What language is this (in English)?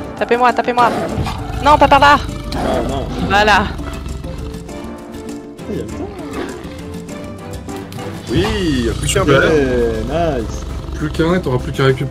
French